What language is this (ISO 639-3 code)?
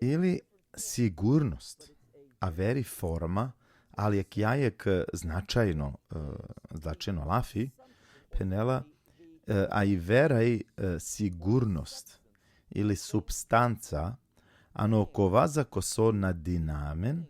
rmn